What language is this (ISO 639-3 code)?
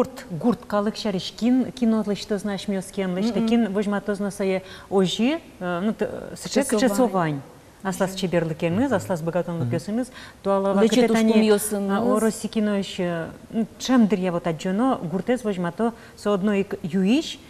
udm